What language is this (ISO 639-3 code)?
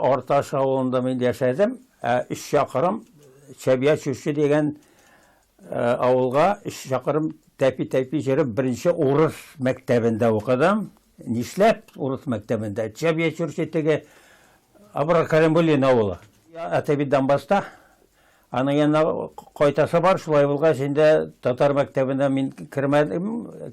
tat